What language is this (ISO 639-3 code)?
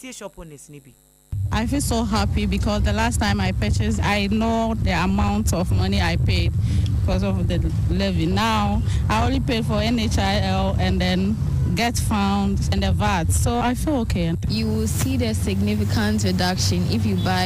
aka